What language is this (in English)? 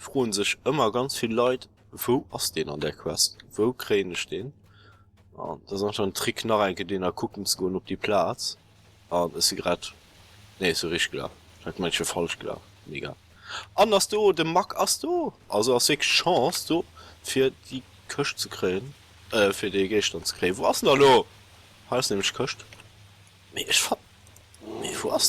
Luxembourgish